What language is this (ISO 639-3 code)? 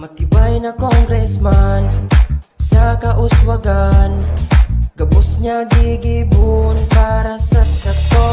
bik